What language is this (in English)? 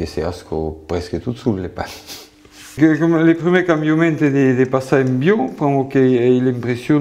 Occitan